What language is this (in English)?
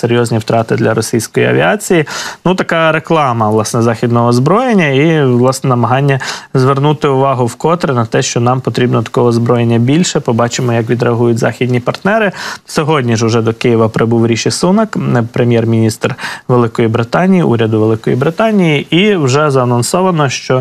Ukrainian